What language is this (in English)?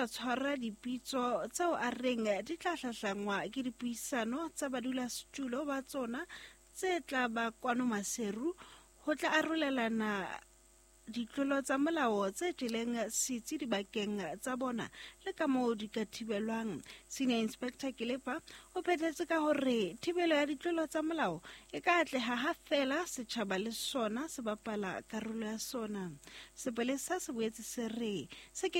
Southern Sotho